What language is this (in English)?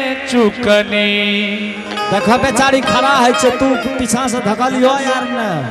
Angika